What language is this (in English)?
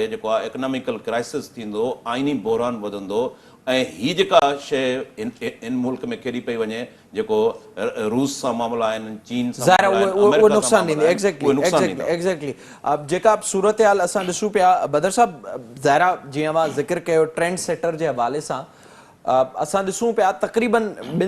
Sindhi